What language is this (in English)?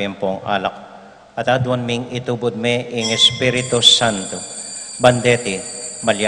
Pampanga